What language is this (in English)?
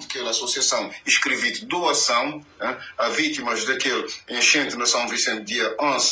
Kabuverdianu